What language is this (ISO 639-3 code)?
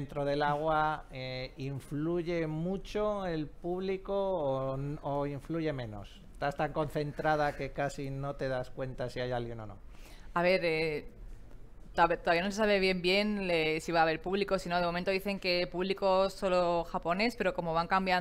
spa